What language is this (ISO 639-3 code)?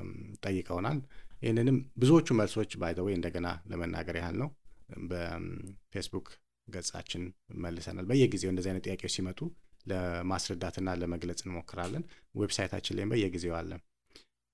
amh